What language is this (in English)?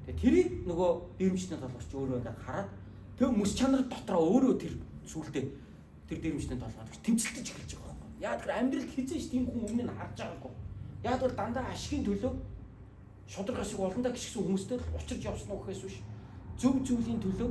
Mongolian